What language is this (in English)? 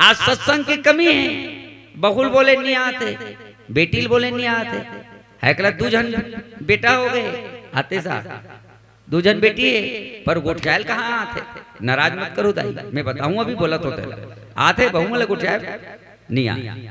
Chhattisgarhi